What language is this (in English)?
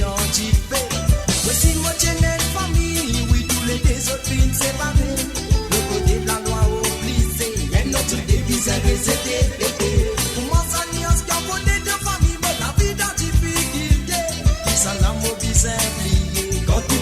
Morisyen